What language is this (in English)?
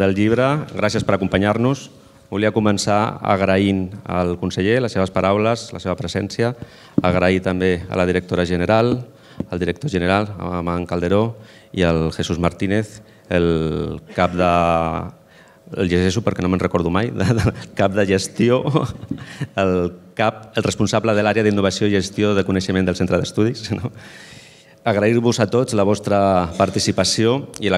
Catalan